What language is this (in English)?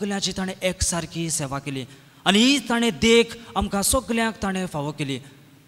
Konkani